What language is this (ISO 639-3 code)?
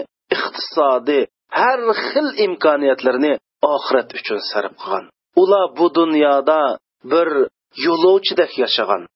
uig